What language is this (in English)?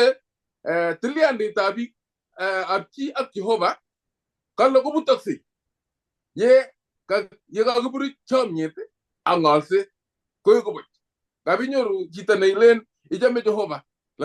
Kalenjin